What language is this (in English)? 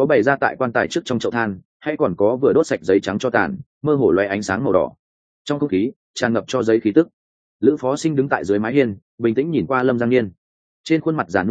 Vietnamese